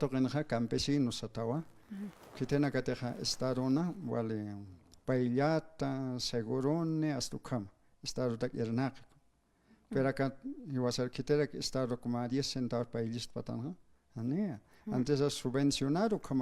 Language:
Aymara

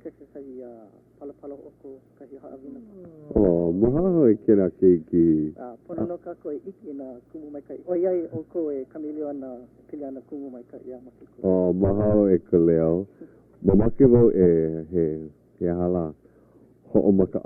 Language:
Hawaiian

